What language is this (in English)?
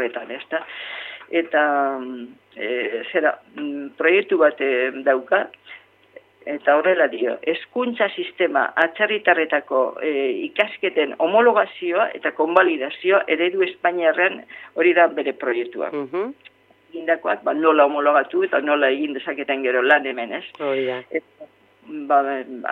Basque